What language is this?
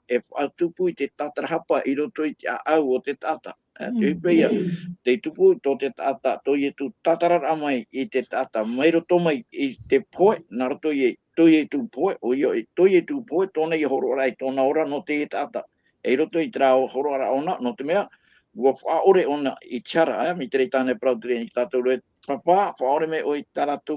Tahitian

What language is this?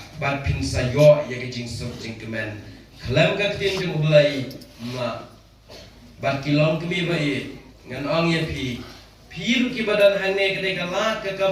Khasi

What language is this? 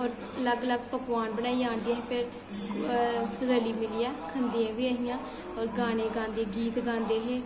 Dogri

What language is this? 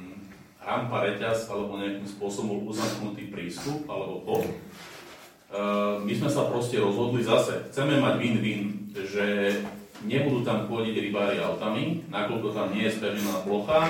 Slovak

